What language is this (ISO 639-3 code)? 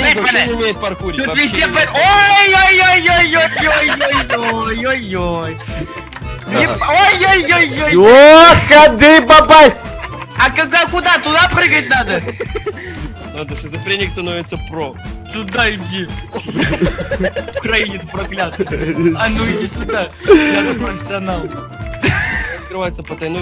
rus